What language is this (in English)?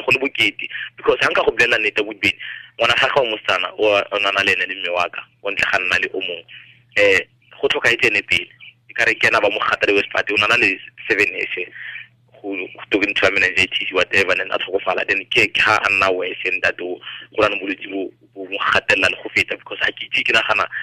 Tswana